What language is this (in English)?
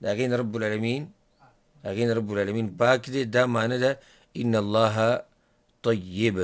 Pashto